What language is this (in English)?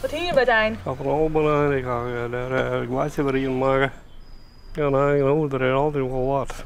Western Frisian